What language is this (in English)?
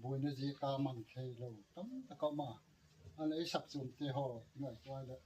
Gangte